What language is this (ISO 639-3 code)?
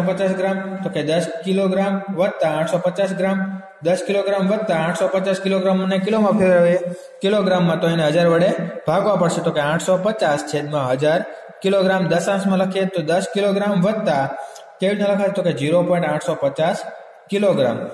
guj